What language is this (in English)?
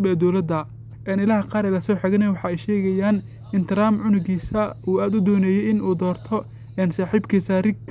Somali